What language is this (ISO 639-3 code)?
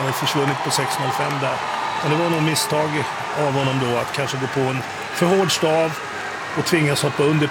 swe